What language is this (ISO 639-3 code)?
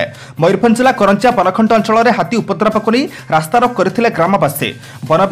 ori